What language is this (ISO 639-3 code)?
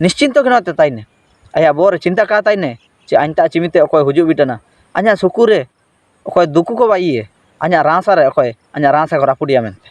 hoc